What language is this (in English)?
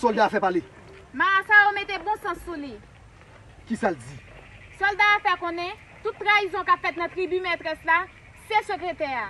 Haitian Creole